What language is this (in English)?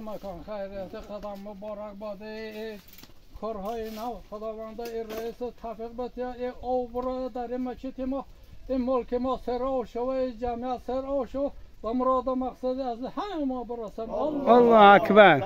Tajik